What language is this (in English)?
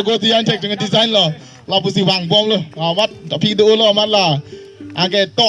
Karbi